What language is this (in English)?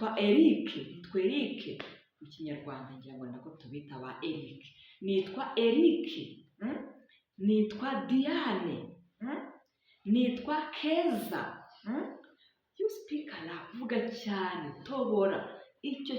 Kinyarwanda